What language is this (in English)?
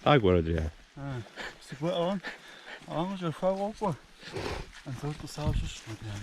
Kabardian